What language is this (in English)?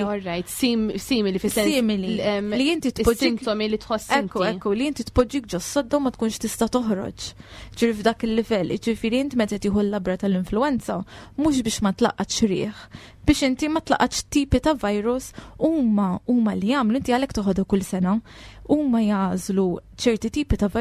Maltese